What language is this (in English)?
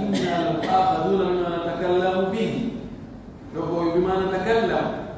Pular